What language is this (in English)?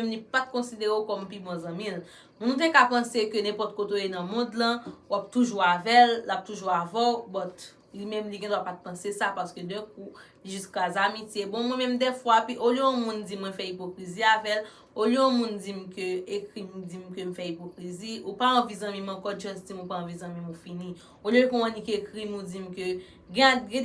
Haitian Creole